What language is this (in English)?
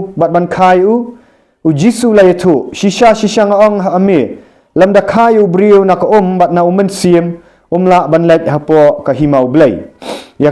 Khasi